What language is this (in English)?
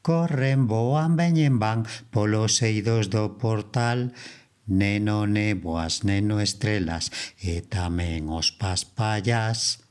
Galician